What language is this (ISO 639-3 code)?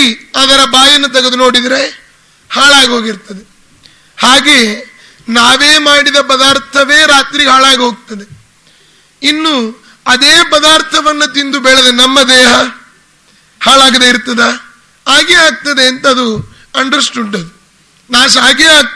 kan